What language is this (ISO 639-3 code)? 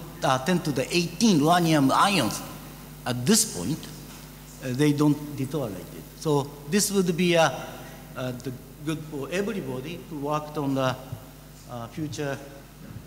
eng